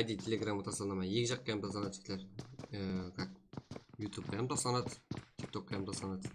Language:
Kara-Kalpak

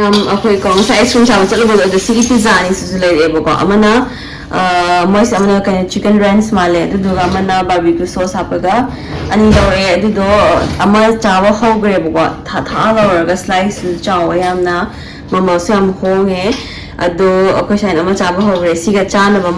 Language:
Manipuri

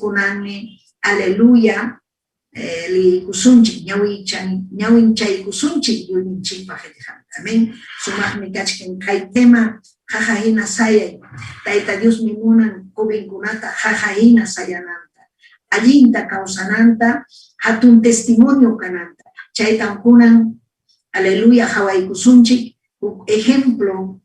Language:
Ayacucho Quechua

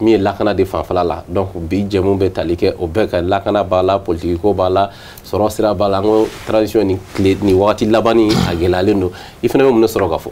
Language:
Bambara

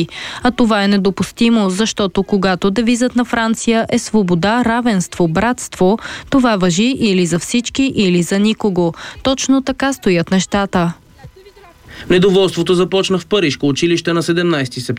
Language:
Bulgarian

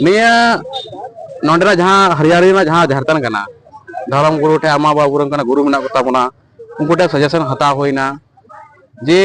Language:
Santali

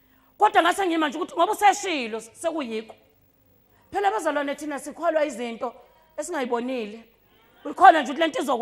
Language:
Zulu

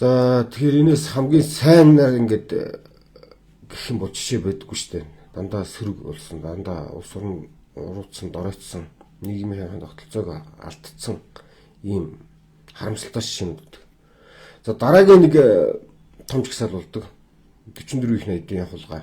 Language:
Mongolian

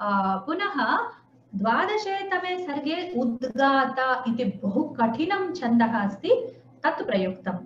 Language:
Sanskrit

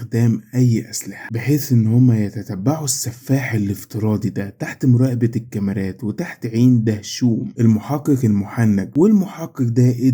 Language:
Egyptian Arabic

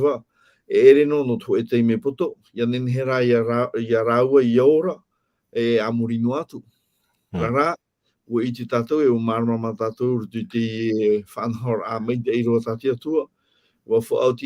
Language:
Tahitian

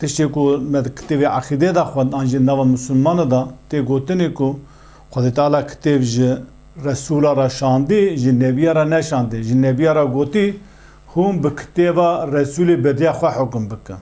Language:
Kurdish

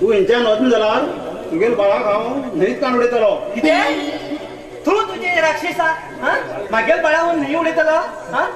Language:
Konkani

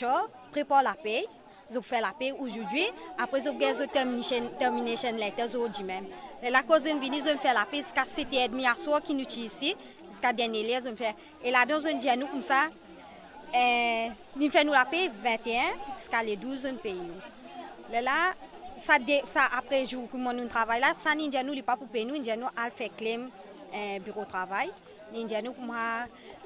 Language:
Morisyen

